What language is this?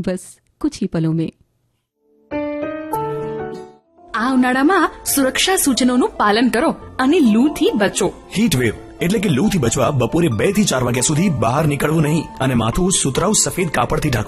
Gujarati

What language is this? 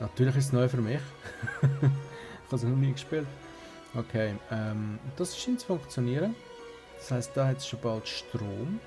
Swiss German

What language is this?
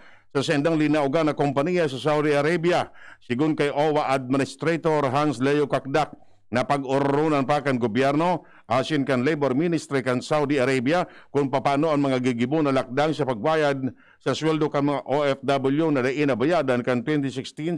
Bikol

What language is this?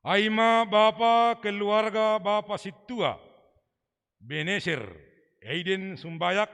Batak Simalungun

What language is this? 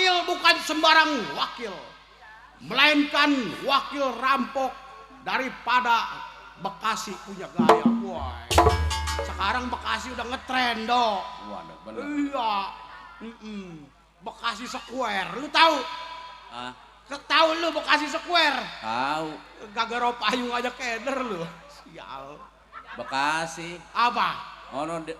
Betawi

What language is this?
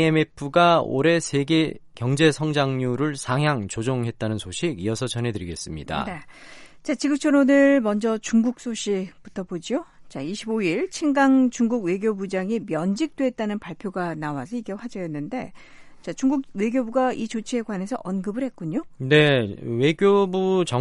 Korean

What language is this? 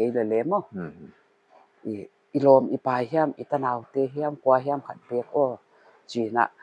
Paite Chin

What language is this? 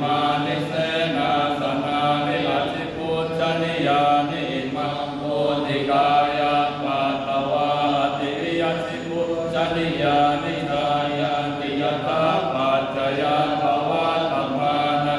Pali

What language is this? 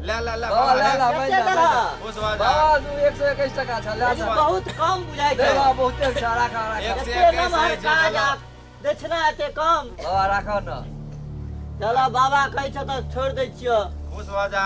Maithili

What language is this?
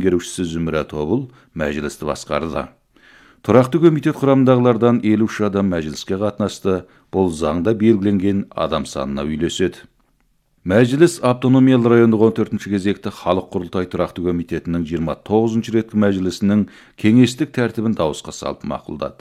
Kazakh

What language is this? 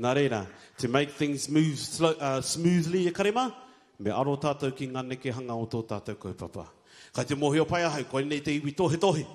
Māori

